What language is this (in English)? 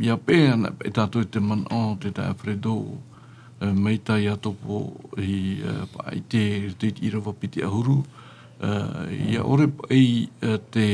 Tahitian